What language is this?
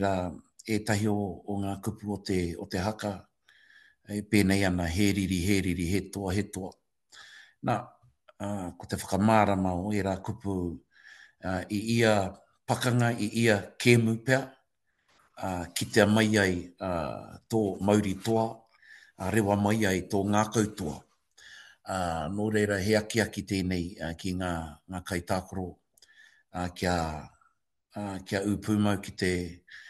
Māori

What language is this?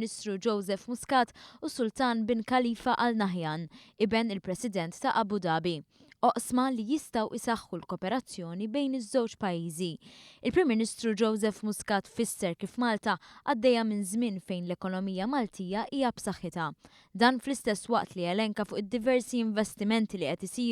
Maltese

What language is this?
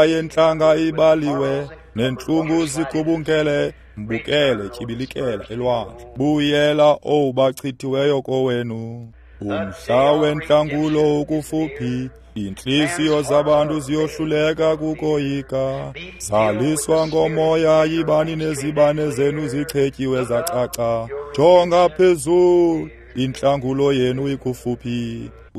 Xhosa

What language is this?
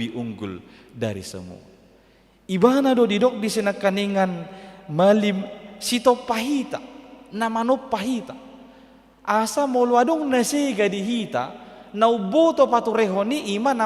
Batak Toba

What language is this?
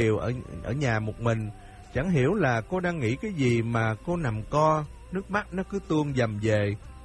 Vietnamese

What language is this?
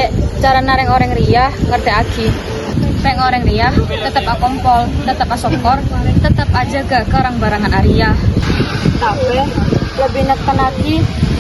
Madurese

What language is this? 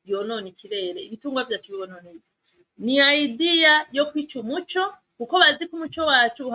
Rundi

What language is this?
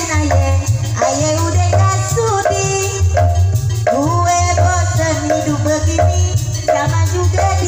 Betawi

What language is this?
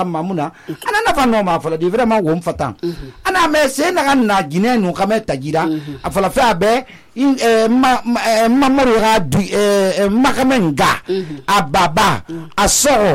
Susu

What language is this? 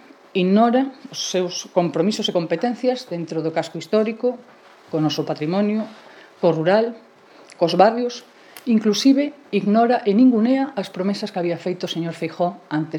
Galician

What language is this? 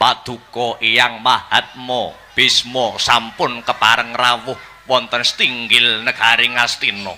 Javanese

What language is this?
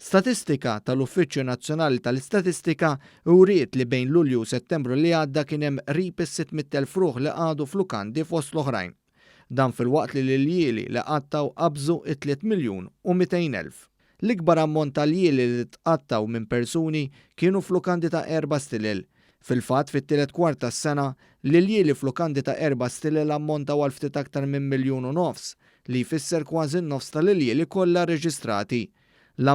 Maltese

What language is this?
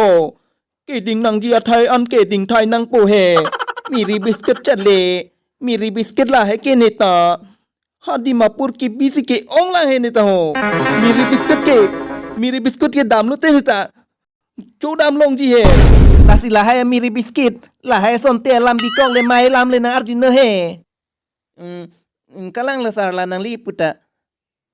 Karbi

